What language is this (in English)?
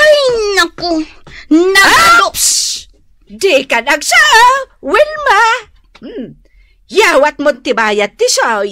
Iloko